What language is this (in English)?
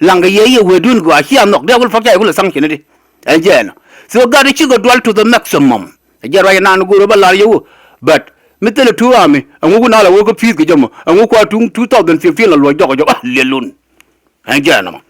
Nuer